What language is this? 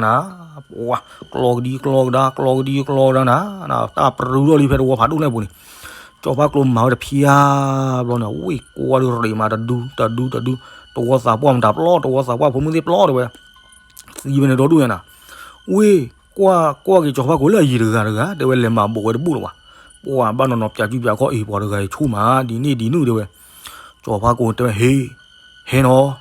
S'gaw Karen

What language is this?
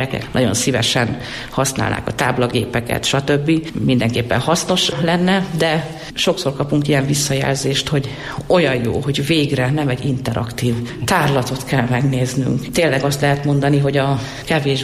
Hungarian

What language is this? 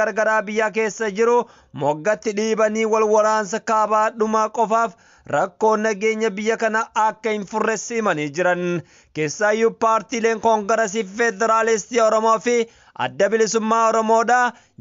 Oromo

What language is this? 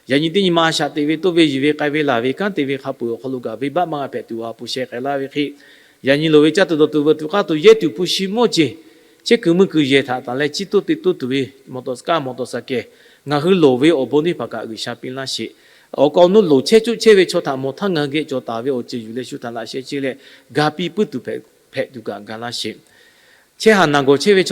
Lahu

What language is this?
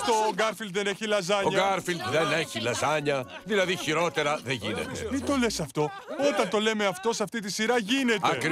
Greek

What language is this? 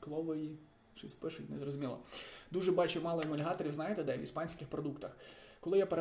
Ukrainian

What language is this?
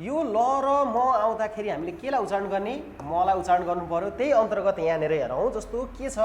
Nepali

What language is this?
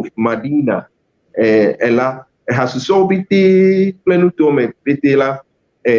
Ewe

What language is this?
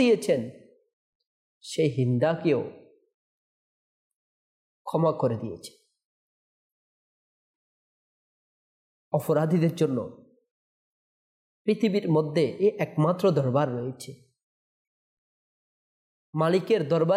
Bangla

